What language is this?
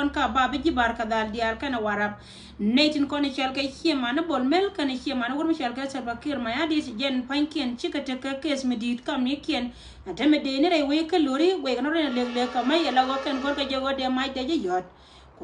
Nuer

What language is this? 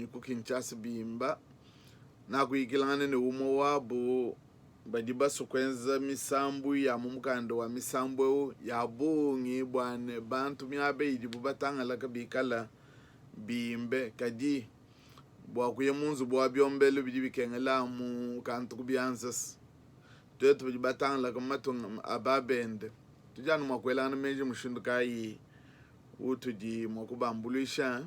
Luba-Lulua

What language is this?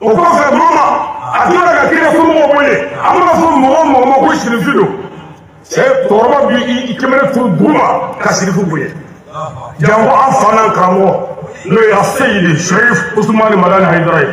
Bambara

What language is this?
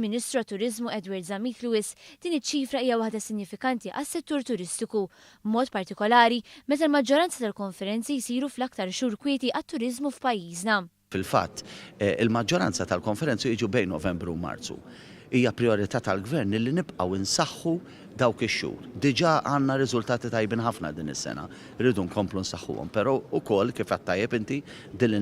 Maltese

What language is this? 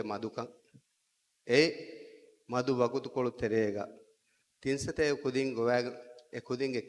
Divehi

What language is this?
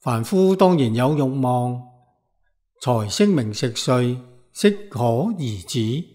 Cantonese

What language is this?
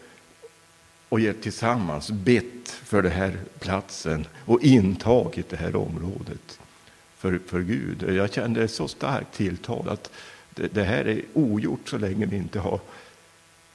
Swedish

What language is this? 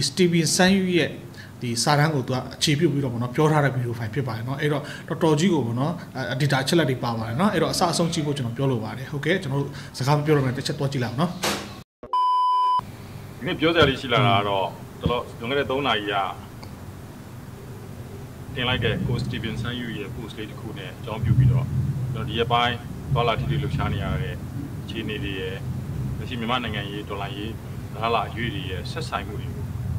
Burmese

